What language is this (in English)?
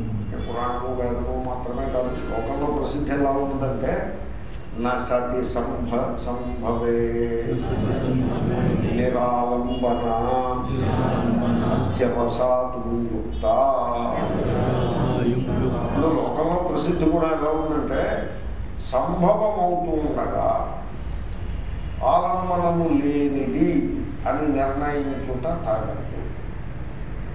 Telugu